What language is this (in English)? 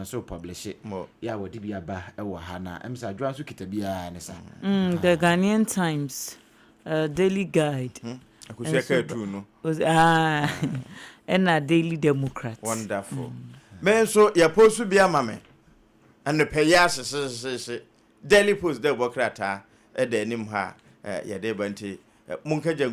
Akan